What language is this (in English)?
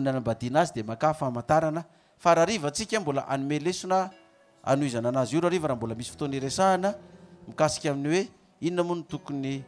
Malagasy